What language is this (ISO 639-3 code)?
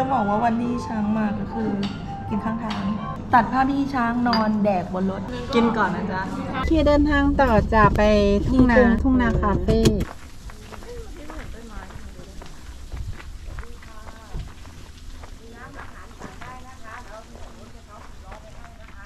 tha